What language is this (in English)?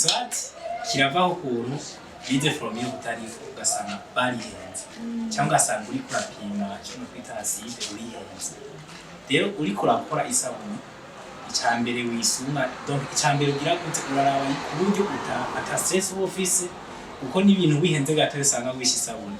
Rundi